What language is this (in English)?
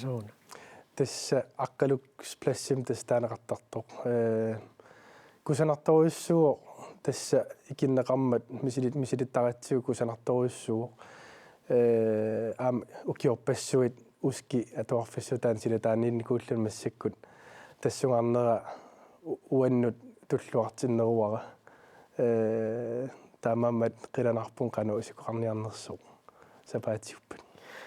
Kalaallisut